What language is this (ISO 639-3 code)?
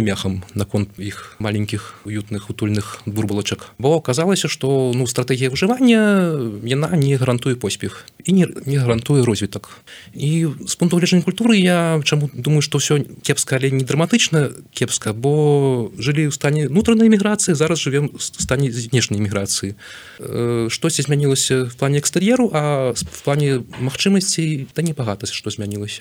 bel